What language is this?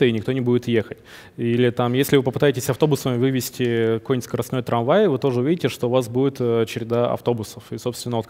Russian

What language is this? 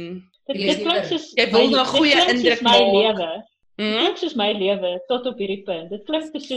Afrikaans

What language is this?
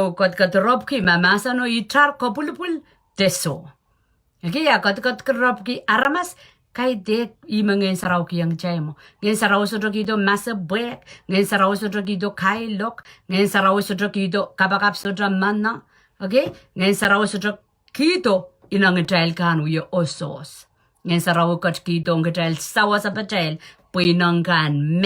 Pohnpeian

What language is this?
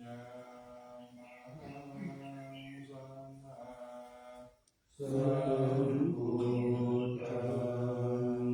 Pali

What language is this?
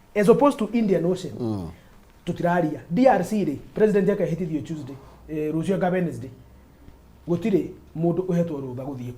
Kikuyu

